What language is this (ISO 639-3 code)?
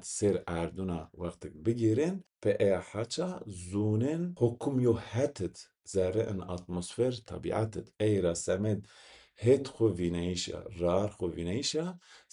zza